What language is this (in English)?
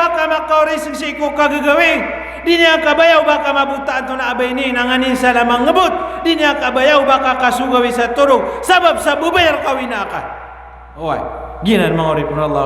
Maranao